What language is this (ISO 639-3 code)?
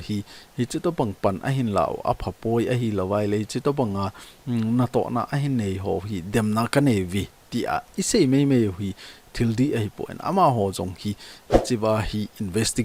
tcz